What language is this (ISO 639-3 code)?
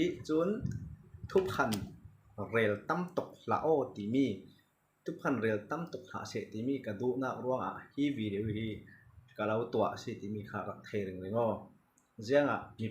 cfm